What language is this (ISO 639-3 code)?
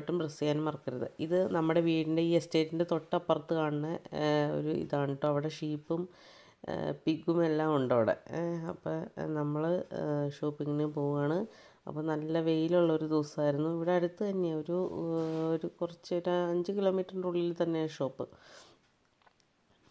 mal